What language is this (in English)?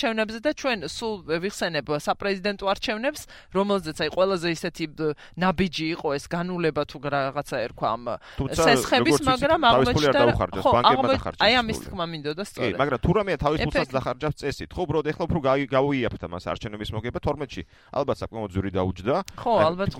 Georgian